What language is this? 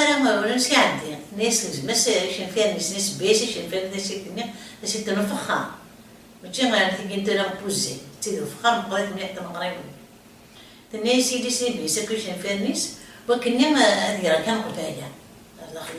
Kabyle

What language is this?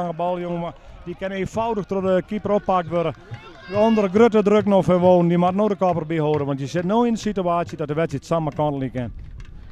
Western Frisian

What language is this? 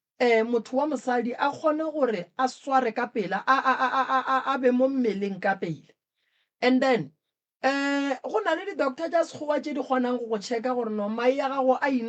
Northern Sotho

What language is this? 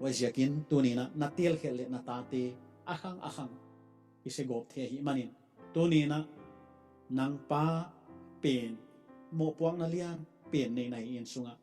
Paite Chin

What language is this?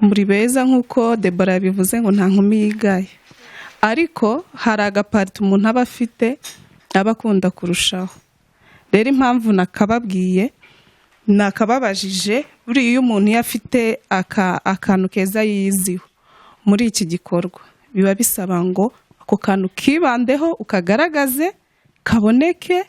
Kinyarwanda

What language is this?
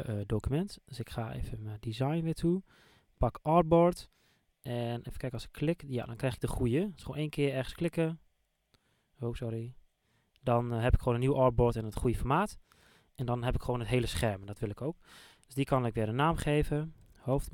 Dutch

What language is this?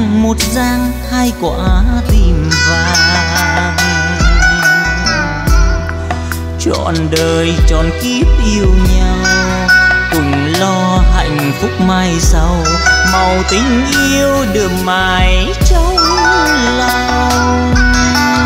Vietnamese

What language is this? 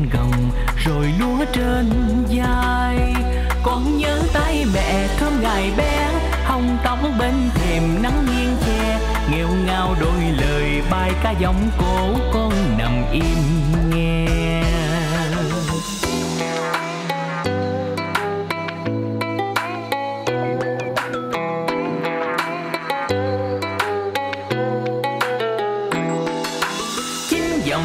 Vietnamese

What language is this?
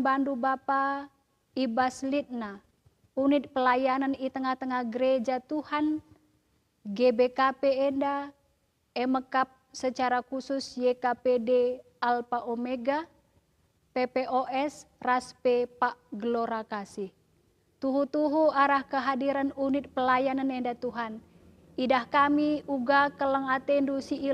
Batak Karo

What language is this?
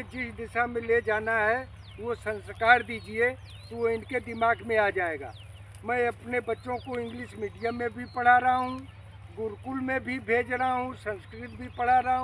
Hindi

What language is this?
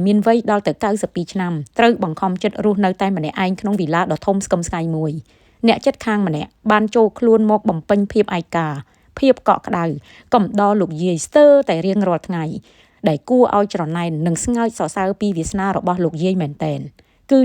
Khmer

